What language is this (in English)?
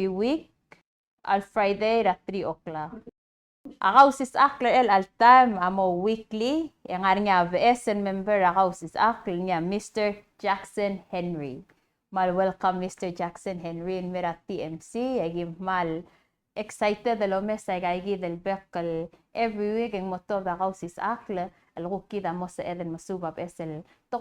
Palauan